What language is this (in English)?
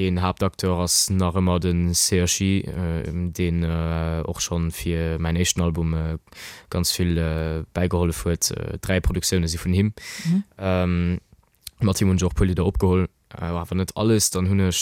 Luxembourgish